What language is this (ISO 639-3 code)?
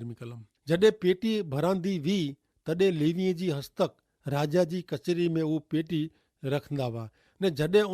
kfr